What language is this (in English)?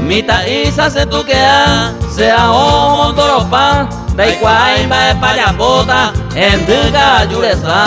Guarani